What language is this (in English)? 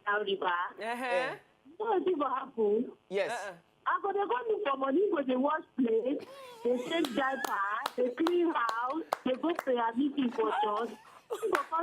Nigerian Pidgin